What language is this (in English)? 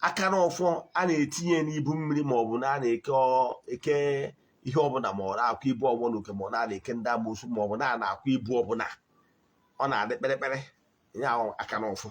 Igbo